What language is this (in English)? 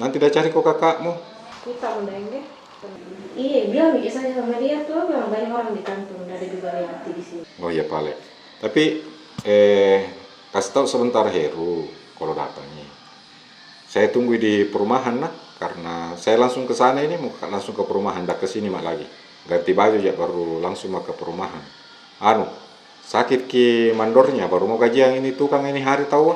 Makassar Malay